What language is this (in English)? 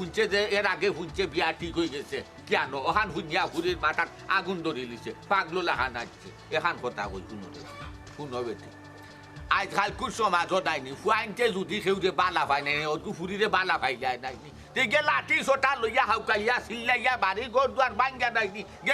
Sylheti